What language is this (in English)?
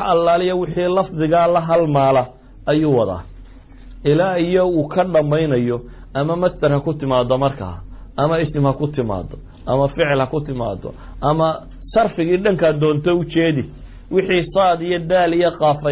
Somali